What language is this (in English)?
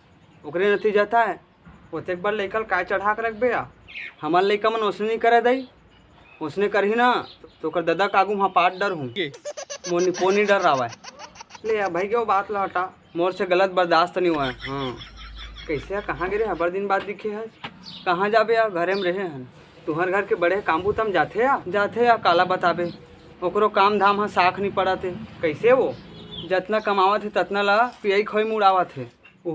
Chhattisgarhi